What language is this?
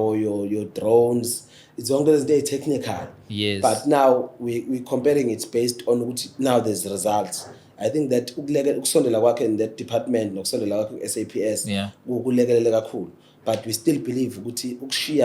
Zulu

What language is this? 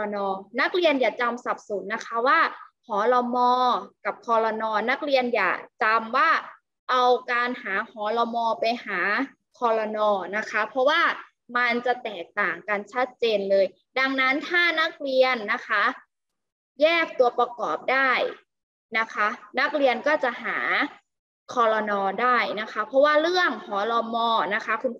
Thai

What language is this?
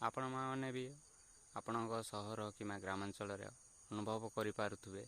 Odia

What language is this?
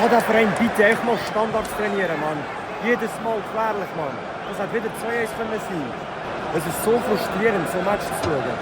Swiss German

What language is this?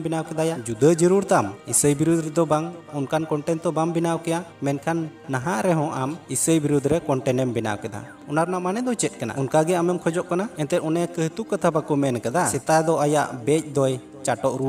Santali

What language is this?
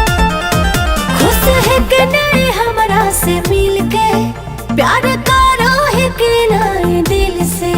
Magahi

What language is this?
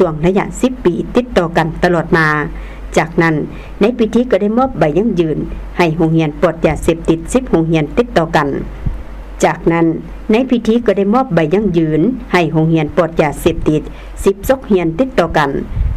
Lao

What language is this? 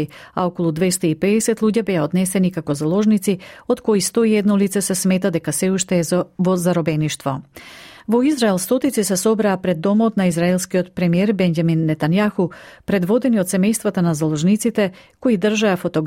Macedonian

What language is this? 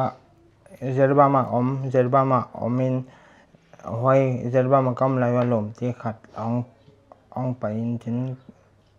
Paite Chin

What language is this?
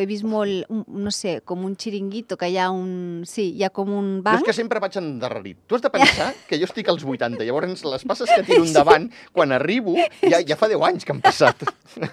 Catalan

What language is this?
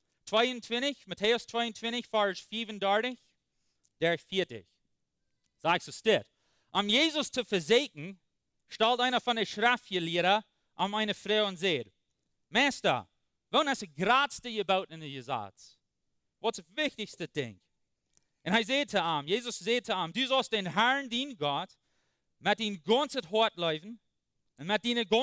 Plautdietsch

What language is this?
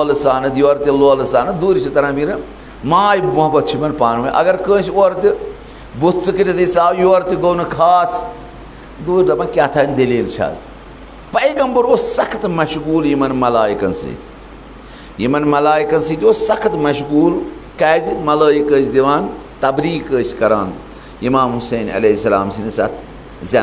Kashmiri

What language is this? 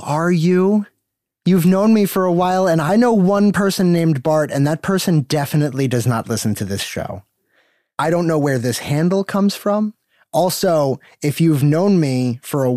English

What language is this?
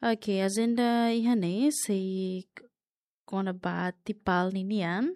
Tetum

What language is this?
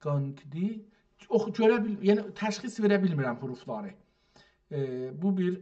South Azerbaijani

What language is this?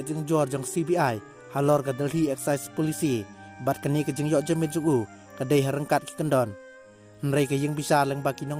Khasi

